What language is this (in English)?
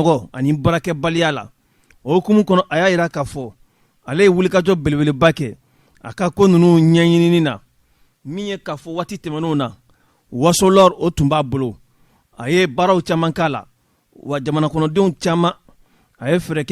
Bambara